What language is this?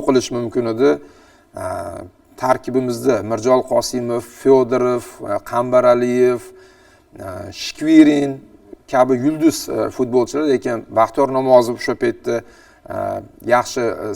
Uzbek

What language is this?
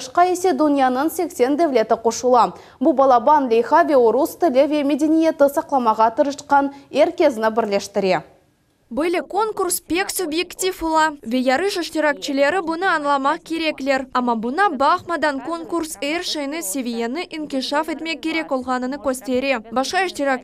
Crimean Tatar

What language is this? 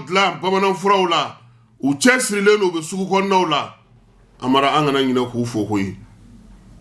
Bambara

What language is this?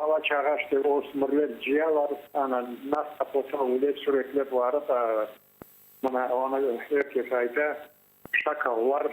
Crimean Tatar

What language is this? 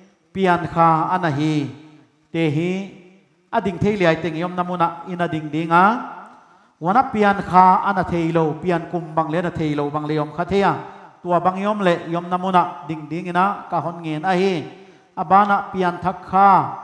Paite Chin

